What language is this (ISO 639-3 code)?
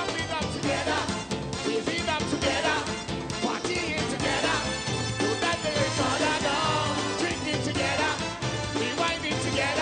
pap